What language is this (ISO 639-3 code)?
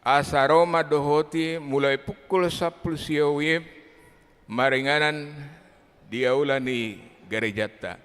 bbc